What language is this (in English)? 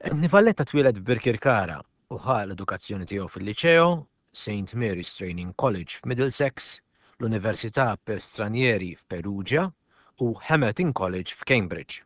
Maltese